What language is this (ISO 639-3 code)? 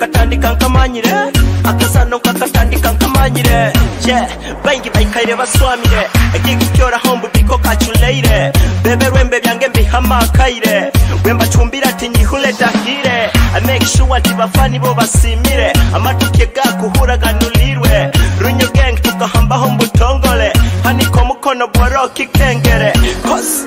nyo